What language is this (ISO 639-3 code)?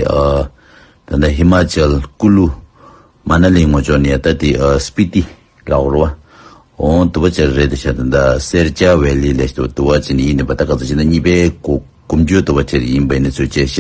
bod